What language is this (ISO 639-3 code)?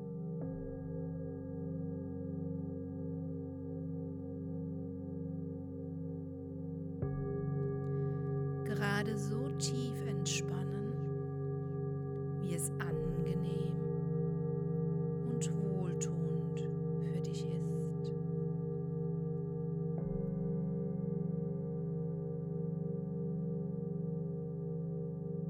deu